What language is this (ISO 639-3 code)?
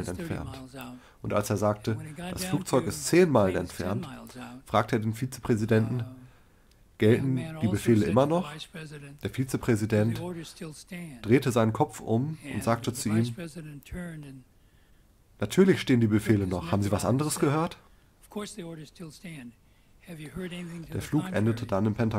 deu